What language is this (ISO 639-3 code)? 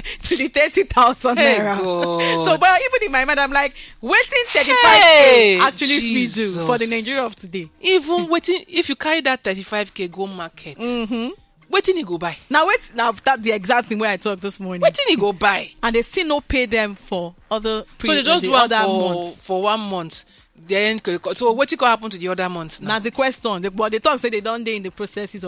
pcm